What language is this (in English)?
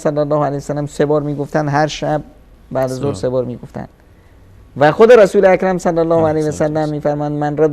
Persian